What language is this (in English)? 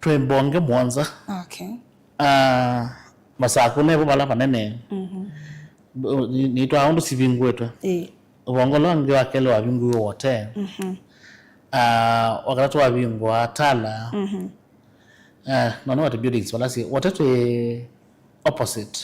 Kamba